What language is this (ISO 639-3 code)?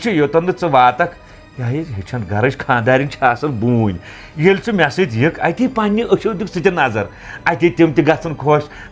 kas